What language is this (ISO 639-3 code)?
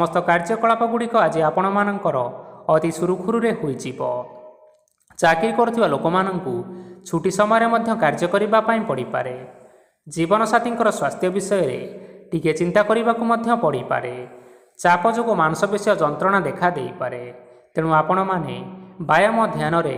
ori